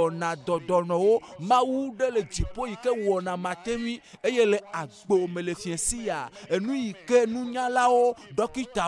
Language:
Ewe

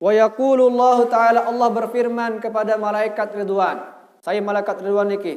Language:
Sasak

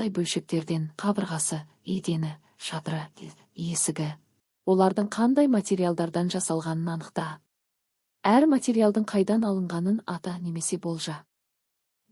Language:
Kazakh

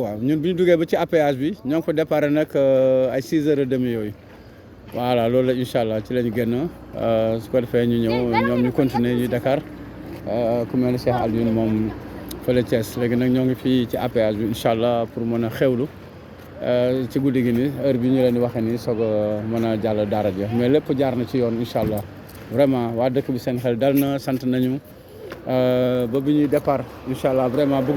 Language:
Wolof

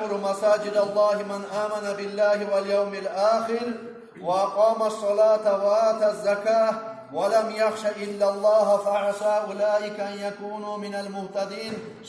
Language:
Kumyk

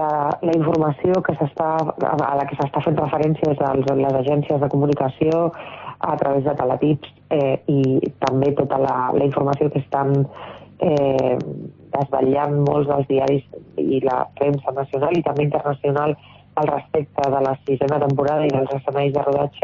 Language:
Catalan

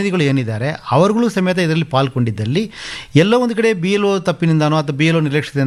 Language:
Kannada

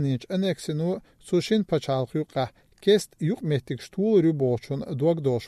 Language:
Chechen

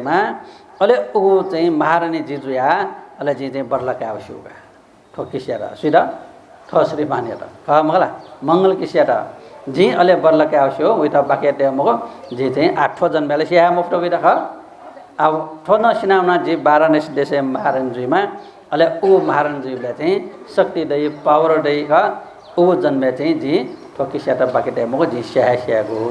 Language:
Newari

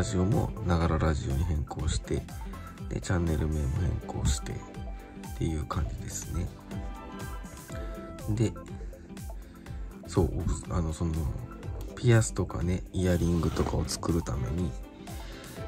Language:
Japanese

